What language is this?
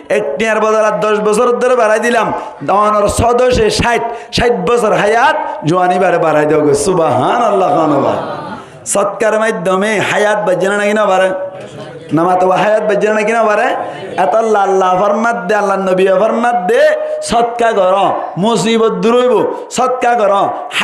Rohingya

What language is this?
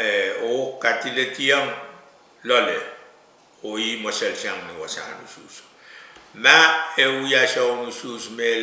Pohnpeian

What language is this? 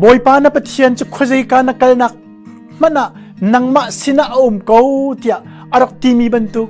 Hakha Chin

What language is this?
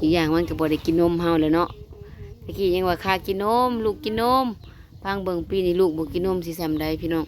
Northeastern Thai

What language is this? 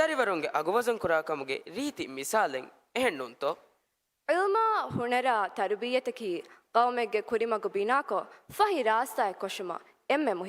Divehi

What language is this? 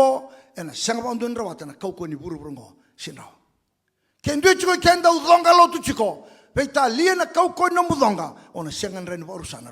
Fijian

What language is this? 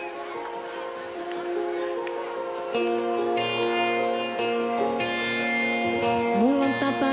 Finnish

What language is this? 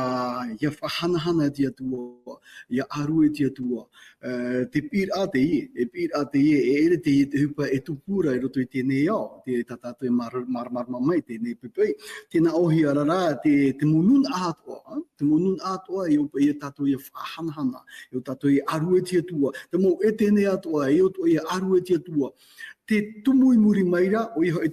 Tahitian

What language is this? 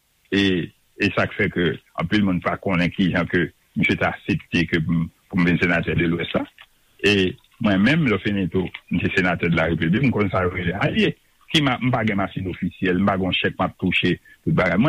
Haitian Creole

